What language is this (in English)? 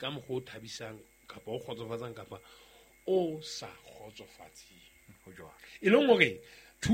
Southern Sotho